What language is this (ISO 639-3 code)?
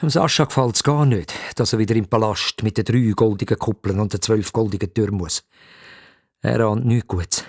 gsw